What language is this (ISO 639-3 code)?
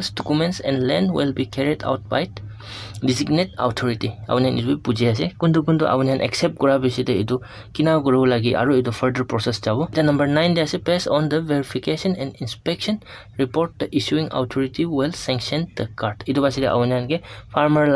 nag